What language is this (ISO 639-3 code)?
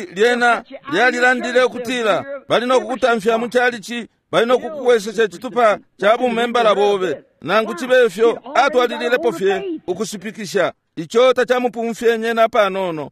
bem